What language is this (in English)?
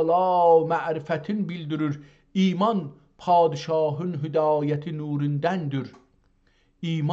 South Azerbaijani